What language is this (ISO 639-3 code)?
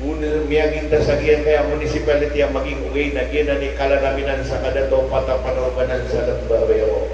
mrw